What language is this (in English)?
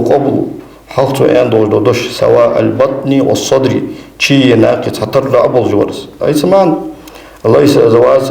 Ingush